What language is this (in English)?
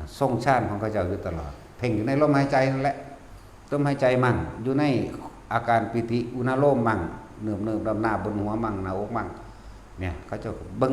Northeastern Thai